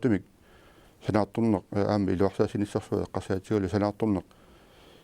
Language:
Kalaallisut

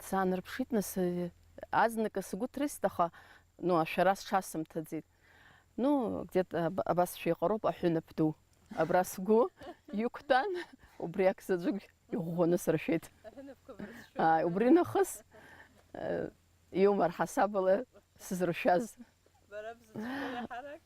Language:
Abkhazian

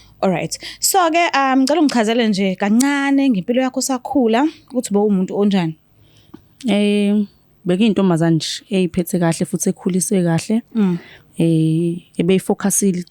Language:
Zulu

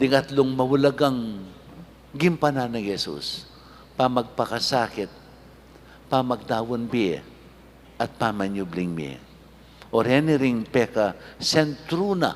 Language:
Pampanga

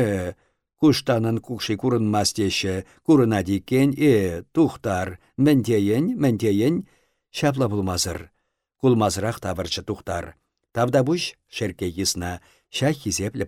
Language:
Chuvash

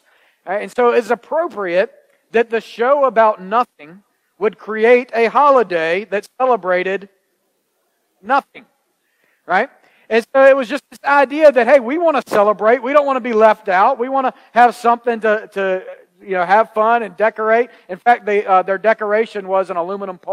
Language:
English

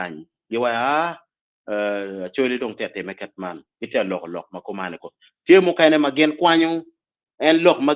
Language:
Acoli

